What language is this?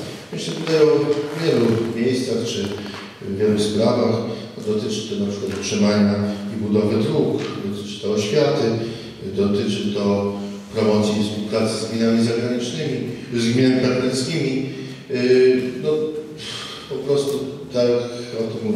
Polish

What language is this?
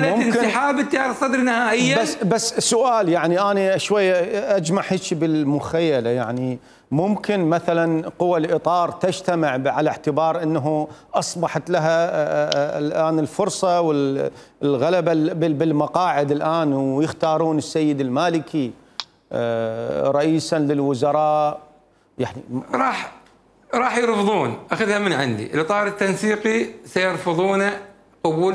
Mesopotamian Arabic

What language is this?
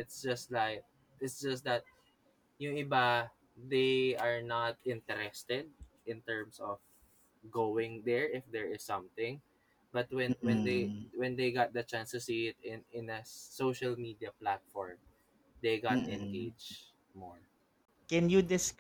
Filipino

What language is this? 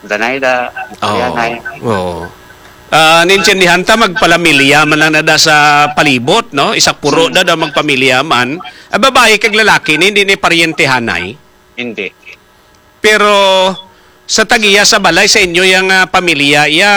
Hiligaynon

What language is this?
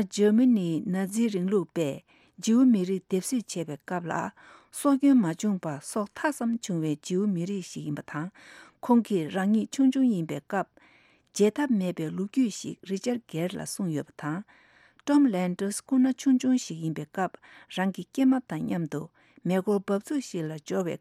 Tibetan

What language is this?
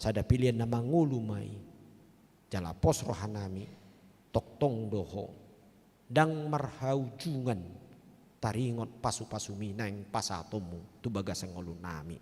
Batak Toba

